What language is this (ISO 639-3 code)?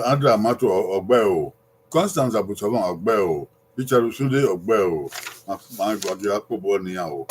bin